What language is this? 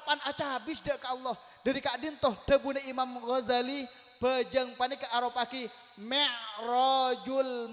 Madurese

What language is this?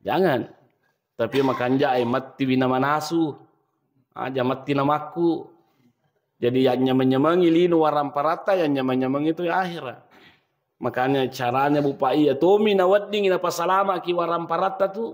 Buginese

